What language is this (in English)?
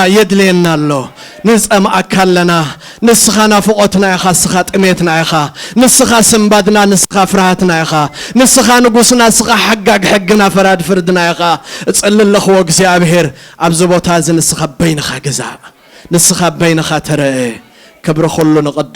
Tigrinya